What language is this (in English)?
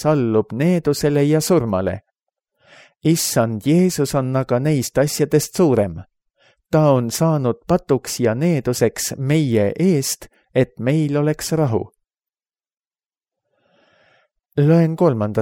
Estonian